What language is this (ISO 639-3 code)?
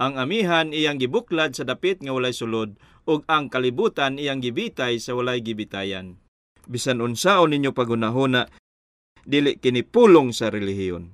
ceb